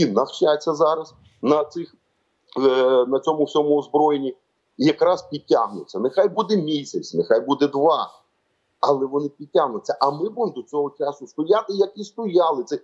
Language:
Ukrainian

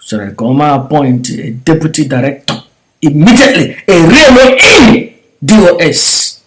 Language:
Igbo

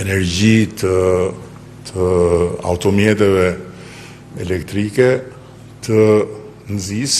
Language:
Albanian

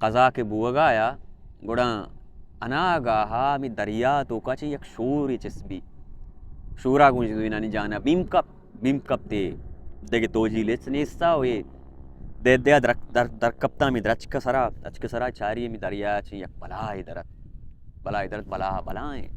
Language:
Baluchi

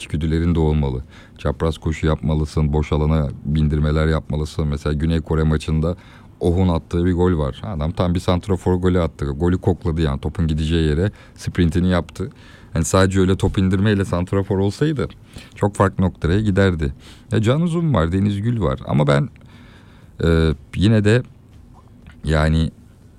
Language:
Turkish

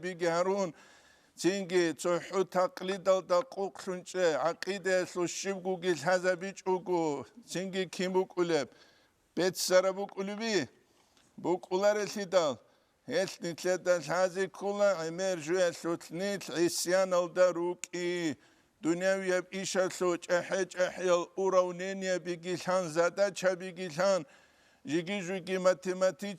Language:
Avaric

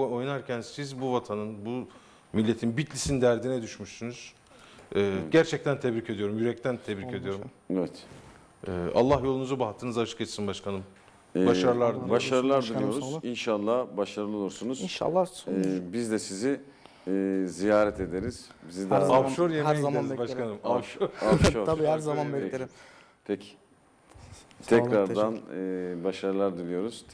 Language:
Turkish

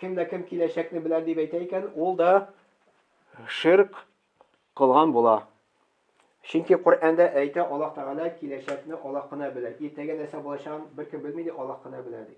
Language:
Tatar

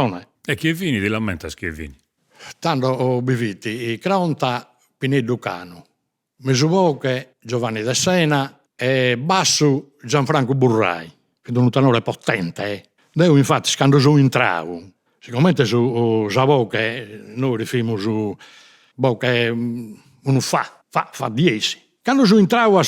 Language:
Sardinian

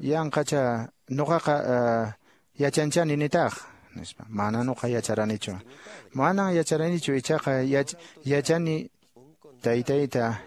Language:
Quechua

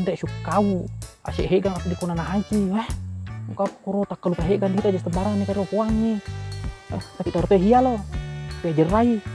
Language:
Buginese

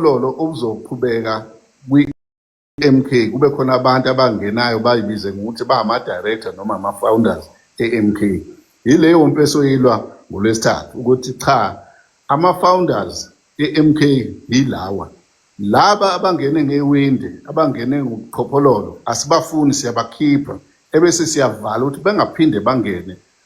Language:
Zulu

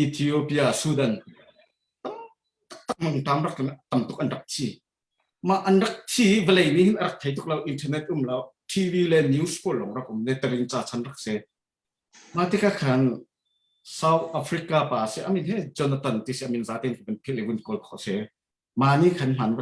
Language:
Hakha Chin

